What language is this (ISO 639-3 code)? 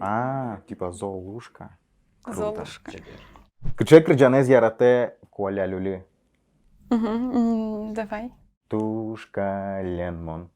udm